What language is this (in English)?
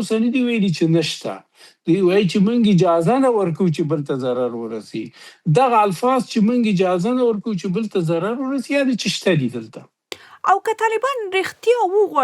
Pashto